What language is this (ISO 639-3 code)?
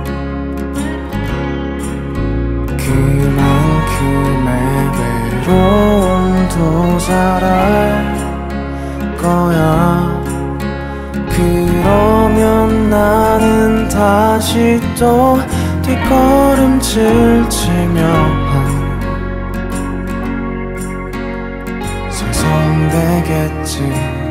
kor